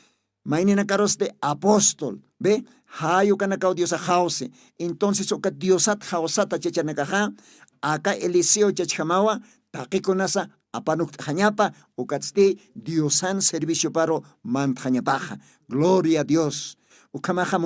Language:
Aymara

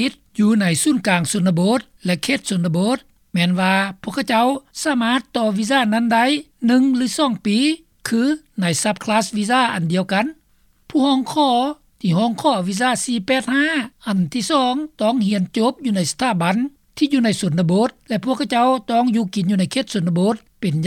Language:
Lao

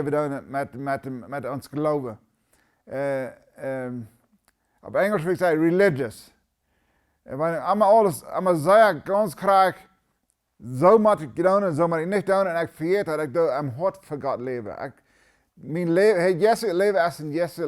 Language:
Plautdietsch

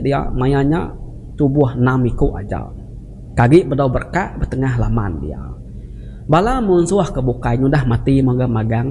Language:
Iban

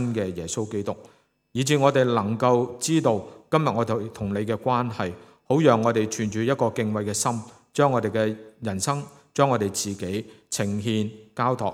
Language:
Cantonese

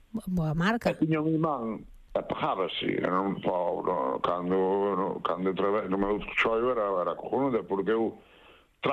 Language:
Galician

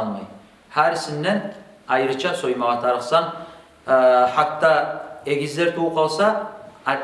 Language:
Kumyk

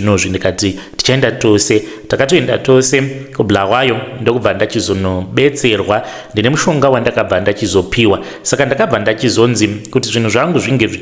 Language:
Shona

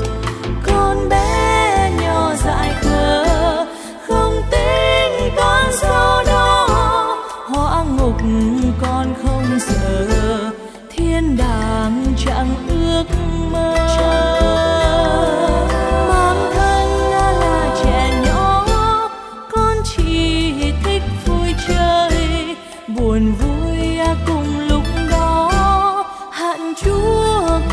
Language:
Vietnamese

